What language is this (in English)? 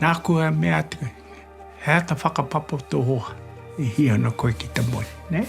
Māori